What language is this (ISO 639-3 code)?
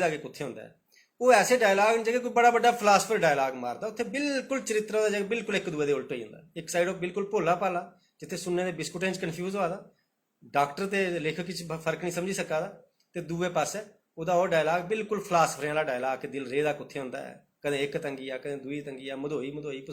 doi